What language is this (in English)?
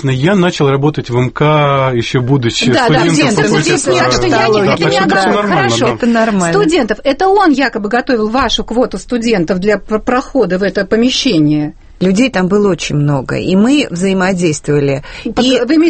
Russian